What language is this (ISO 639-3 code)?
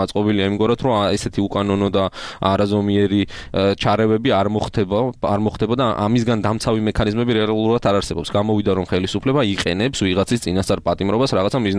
kat